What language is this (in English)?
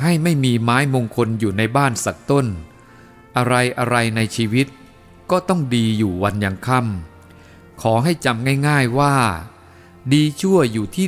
Thai